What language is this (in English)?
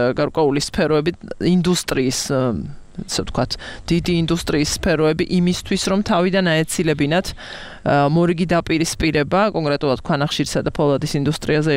Georgian